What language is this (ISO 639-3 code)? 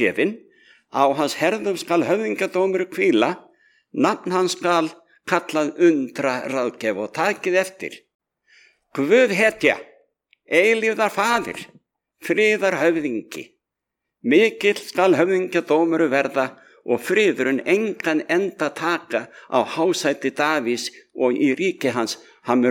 isl